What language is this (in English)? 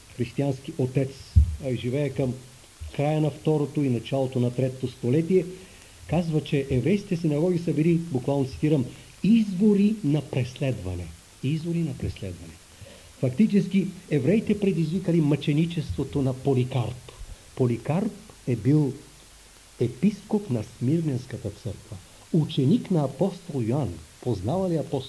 Bulgarian